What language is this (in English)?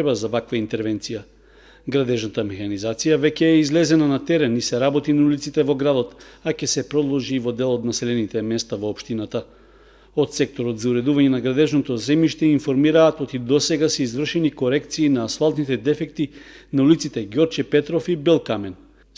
Macedonian